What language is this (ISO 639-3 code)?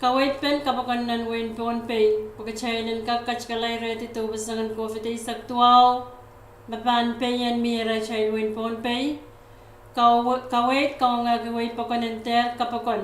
pon